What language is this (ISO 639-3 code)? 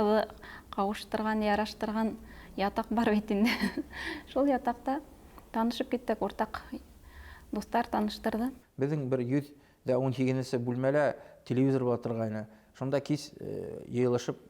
bak